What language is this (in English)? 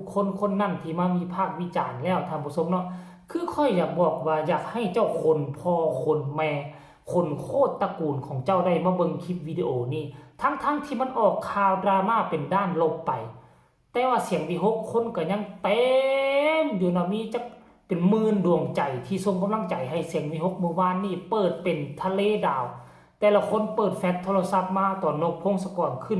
Northeastern Thai